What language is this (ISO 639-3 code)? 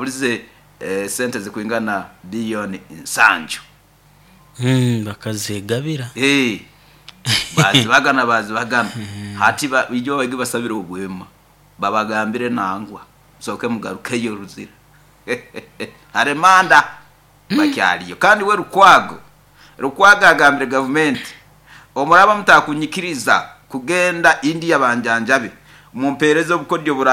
nyo